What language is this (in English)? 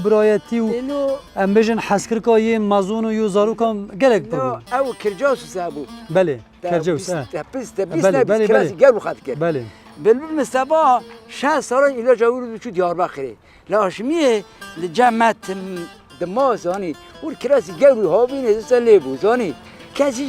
Kurdish